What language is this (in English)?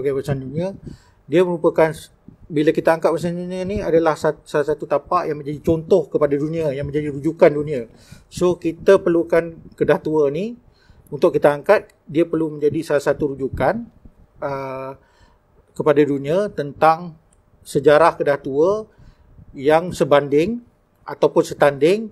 Malay